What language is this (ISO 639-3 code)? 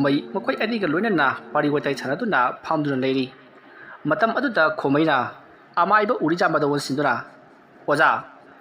mni